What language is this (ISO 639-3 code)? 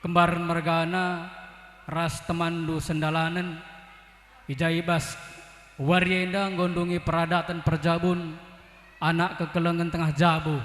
btx